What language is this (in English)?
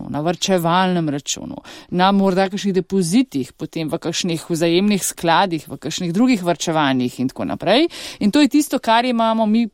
Slovenian